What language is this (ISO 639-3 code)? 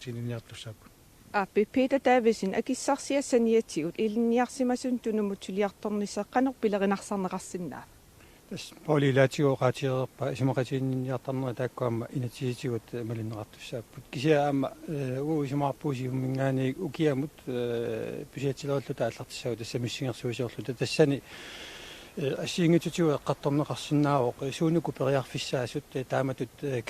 kal